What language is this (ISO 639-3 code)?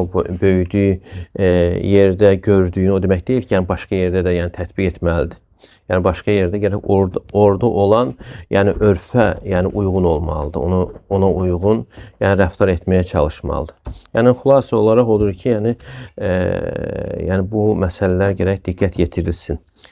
aze